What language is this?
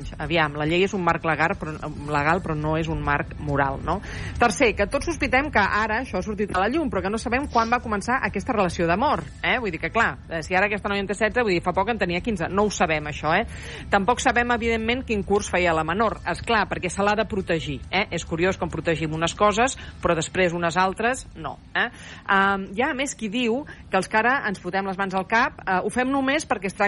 Catalan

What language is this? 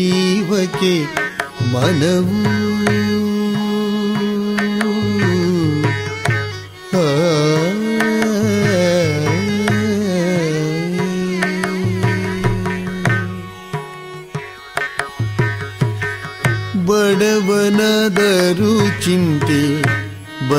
Kannada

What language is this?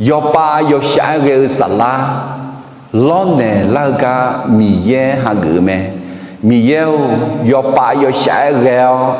Akha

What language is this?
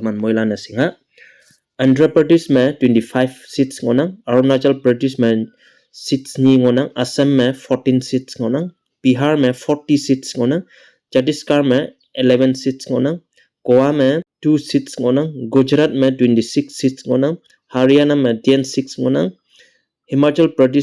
Konyak Naga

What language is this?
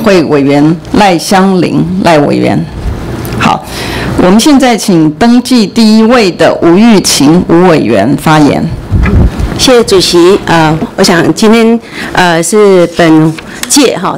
Chinese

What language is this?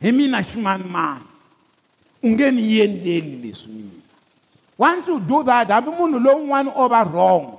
Tsonga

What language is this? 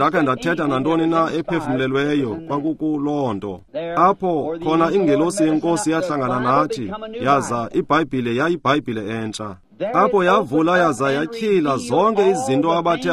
Xhosa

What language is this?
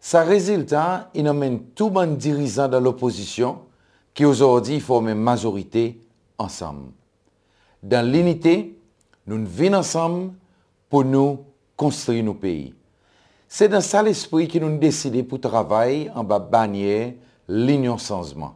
Seselwa Creole French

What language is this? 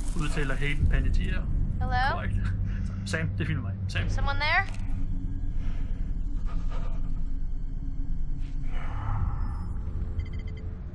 Danish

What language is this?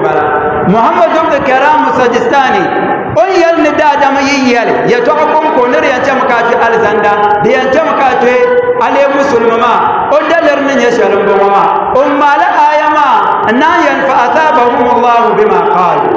Dagbani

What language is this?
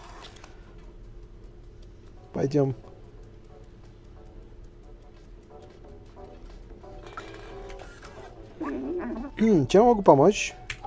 Russian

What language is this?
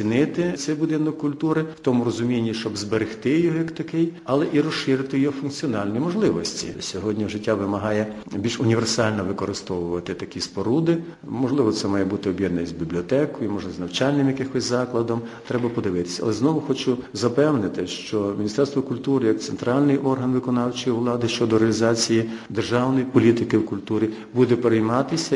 Ukrainian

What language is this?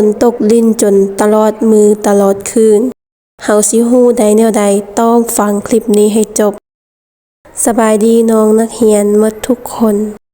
Lao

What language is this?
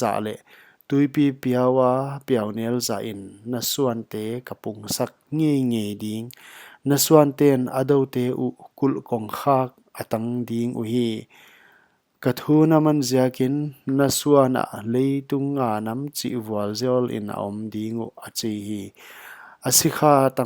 Paite Chin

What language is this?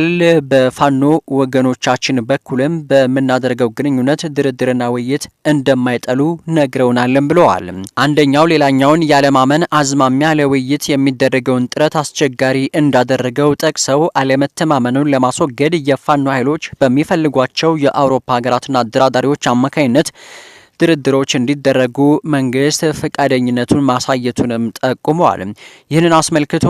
Amharic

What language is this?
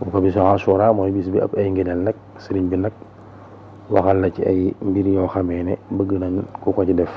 Wolof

